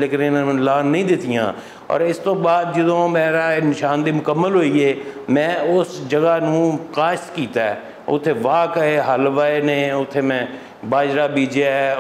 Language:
Western Panjabi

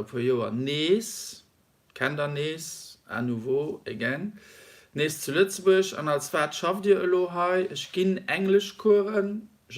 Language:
Luxembourgish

